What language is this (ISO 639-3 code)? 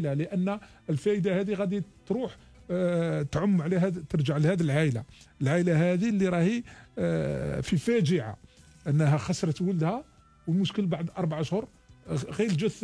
arq